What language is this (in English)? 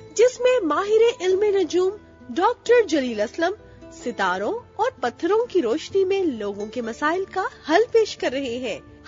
Urdu